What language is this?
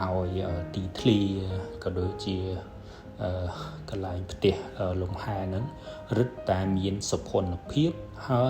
Khmer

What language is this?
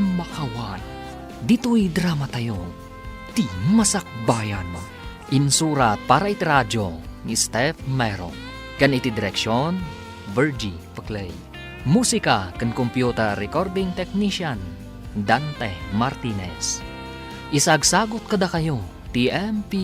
Iloko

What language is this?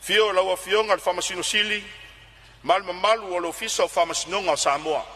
Samoan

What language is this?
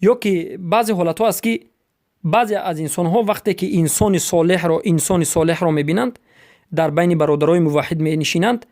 Persian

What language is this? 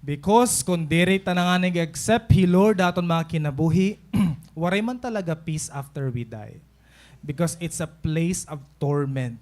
Waray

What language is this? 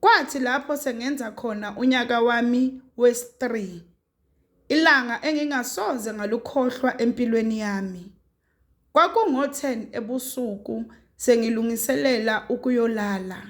Zulu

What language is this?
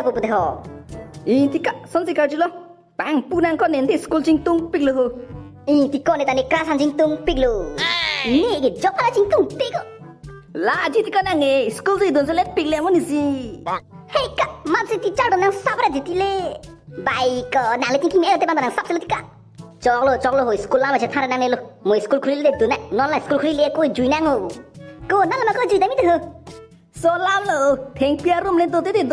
Karbi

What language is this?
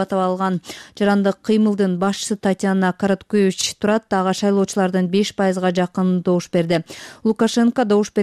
Kyrgyz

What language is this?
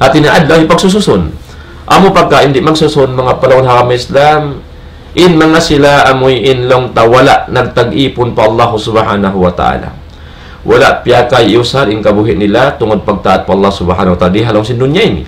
Tausug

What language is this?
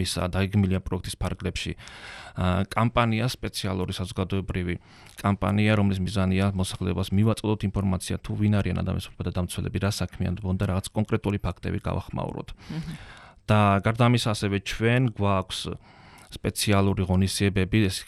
Georgian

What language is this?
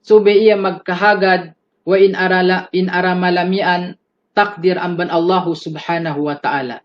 Yakan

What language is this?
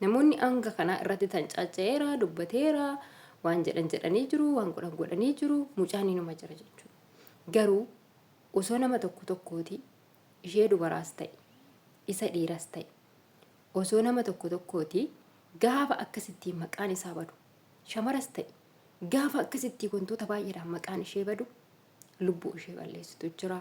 Oromo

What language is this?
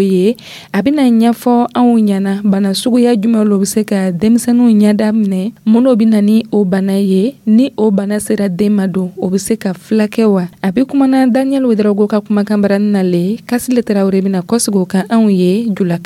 Dyula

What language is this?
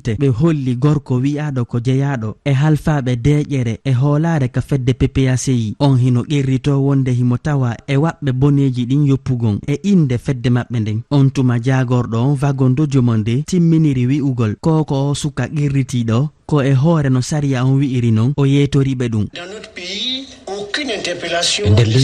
Fula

